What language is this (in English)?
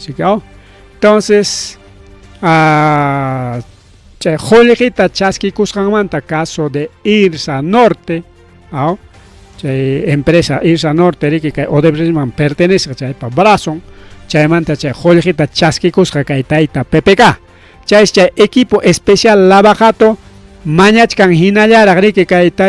Ayacucho Quechua